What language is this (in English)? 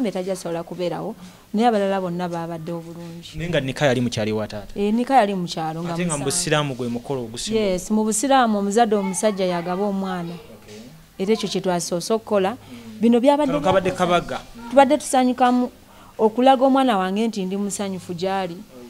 Ganda